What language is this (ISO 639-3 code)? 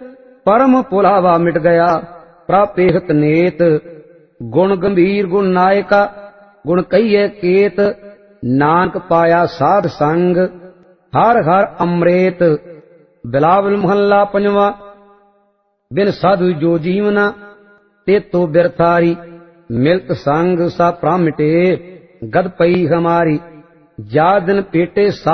pan